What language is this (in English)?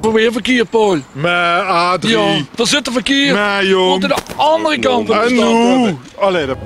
Limburgish